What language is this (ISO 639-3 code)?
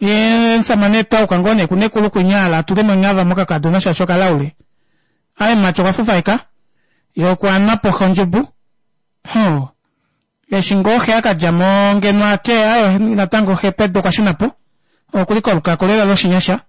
kua